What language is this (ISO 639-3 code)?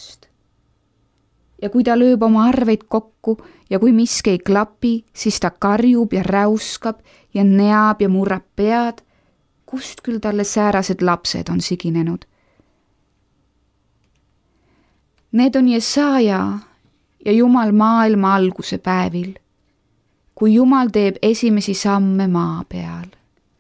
est